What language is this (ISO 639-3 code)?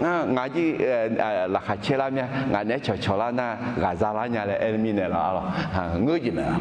ahk